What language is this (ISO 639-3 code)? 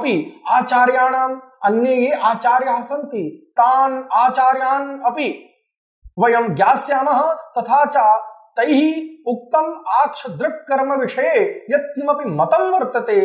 san